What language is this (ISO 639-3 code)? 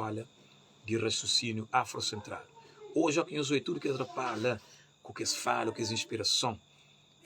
kea